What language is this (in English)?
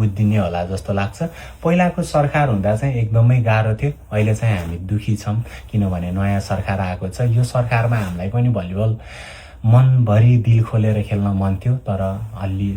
Nepali